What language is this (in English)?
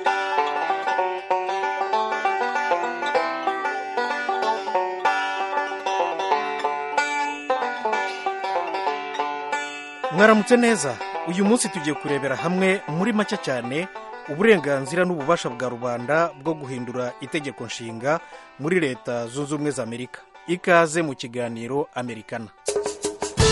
Kinyarwanda